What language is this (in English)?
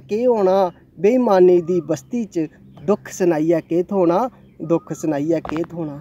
Dogri